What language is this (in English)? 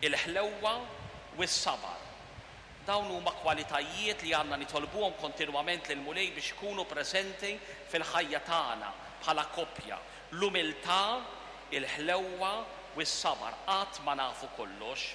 Maltese